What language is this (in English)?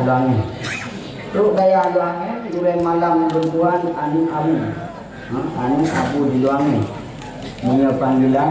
Achinese